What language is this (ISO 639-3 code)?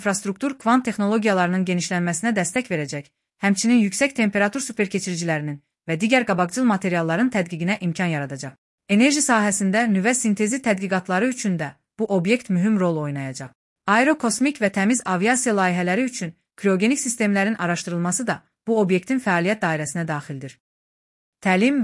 aze